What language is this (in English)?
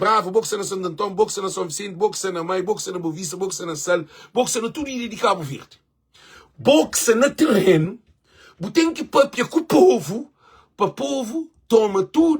Kabuverdianu